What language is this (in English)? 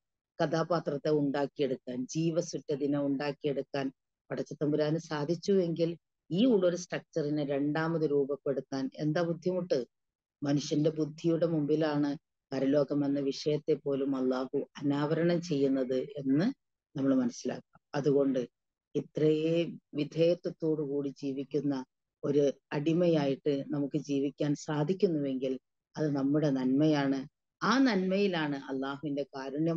Malayalam